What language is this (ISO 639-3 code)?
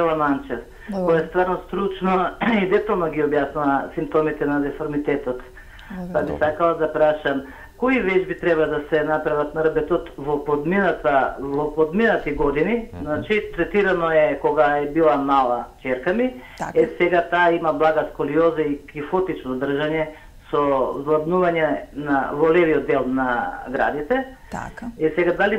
mkd